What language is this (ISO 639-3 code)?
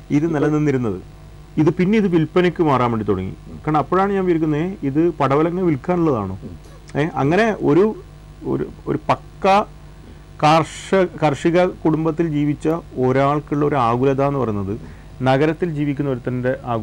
mal